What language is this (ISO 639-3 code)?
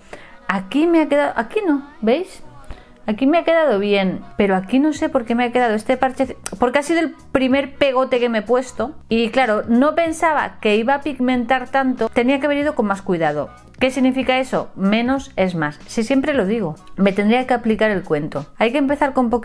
spa